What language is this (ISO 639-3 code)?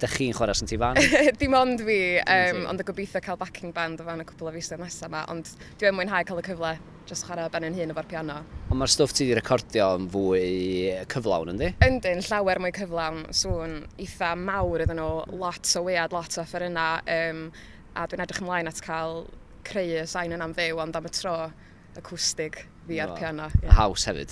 cym